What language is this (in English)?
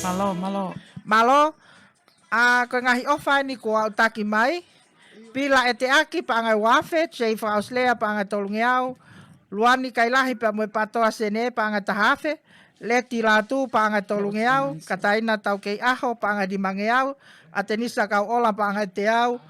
Tongan